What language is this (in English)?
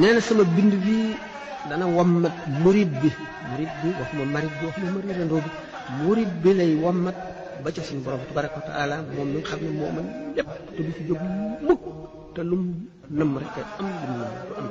Wolof